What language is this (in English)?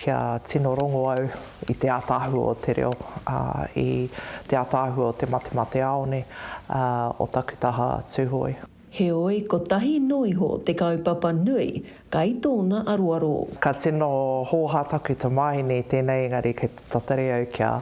Māori